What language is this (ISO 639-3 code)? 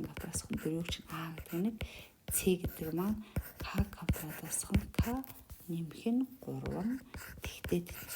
mon